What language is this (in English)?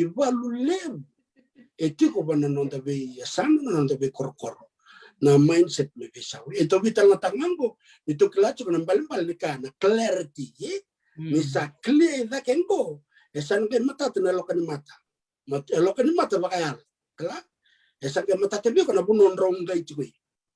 Fijian